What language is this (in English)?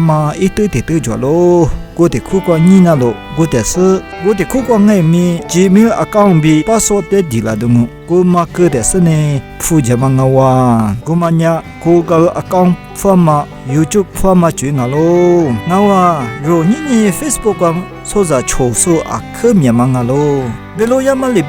Lisu